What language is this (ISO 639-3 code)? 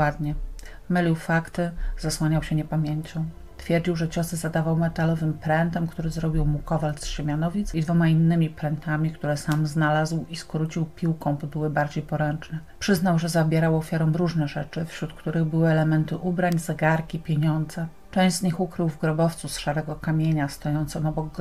pol